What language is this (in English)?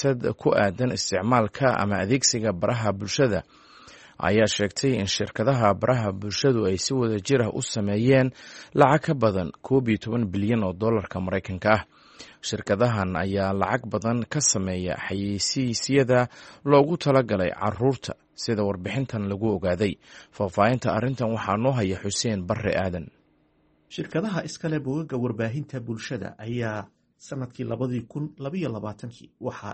Somali